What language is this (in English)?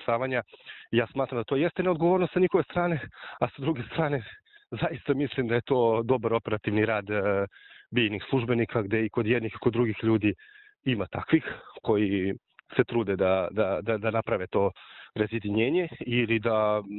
Serbian